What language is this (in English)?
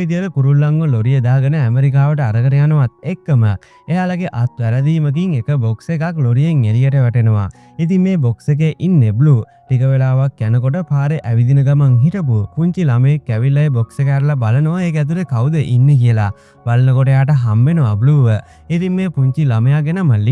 Sinhala